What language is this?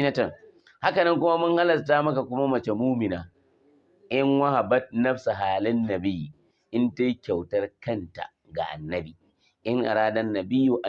Hausa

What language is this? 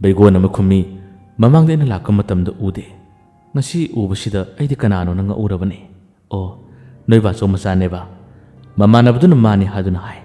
Manipuri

